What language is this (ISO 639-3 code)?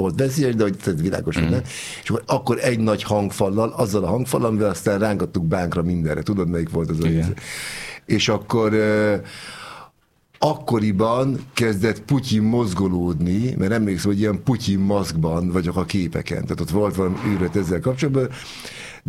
hun